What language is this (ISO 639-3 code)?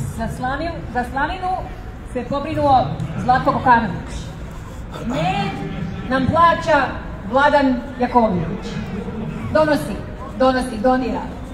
srp